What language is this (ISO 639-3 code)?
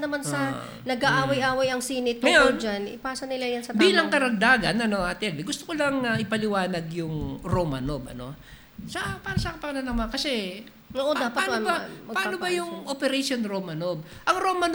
fil